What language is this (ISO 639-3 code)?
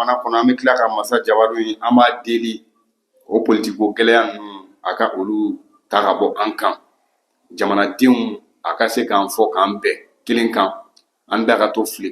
bam